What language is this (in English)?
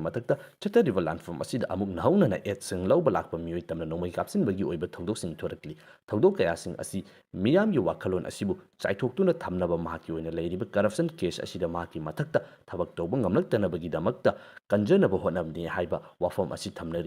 Manipuri